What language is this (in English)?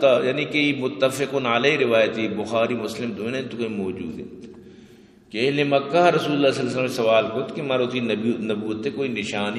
Eastern Balochi